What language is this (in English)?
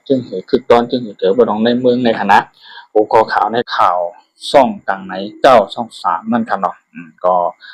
Shan